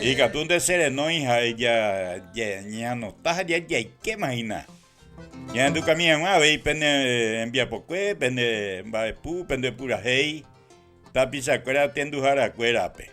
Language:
Guarani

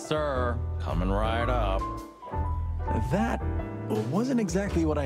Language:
French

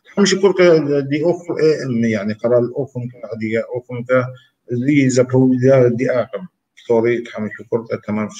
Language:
Kabardian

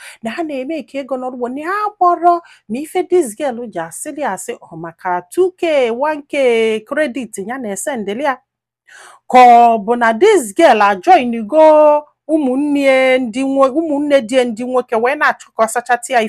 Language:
Igbo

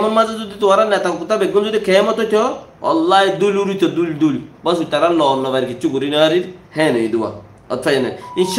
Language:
Rohingya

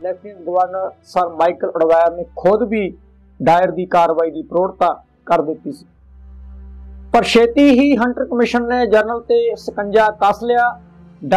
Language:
Punjabi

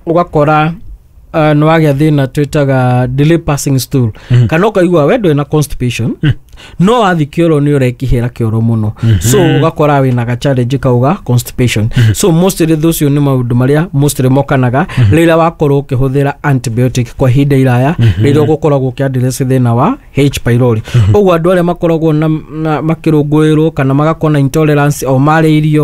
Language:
Kikuyu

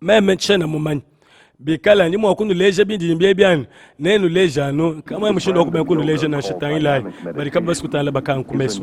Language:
Luba-Lulua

